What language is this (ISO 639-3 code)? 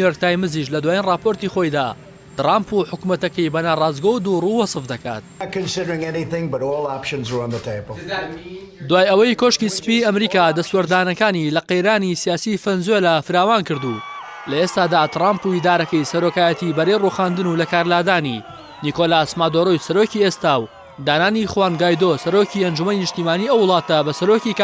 ckb